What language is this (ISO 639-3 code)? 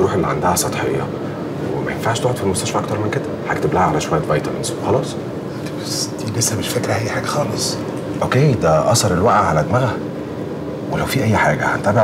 arz